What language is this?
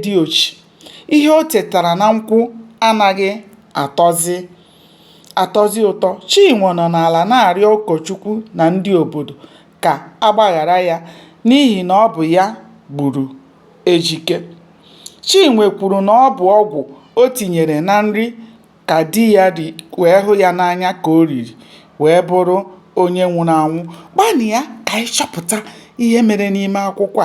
Igbo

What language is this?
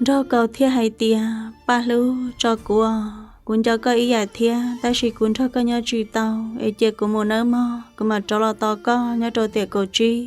Hmong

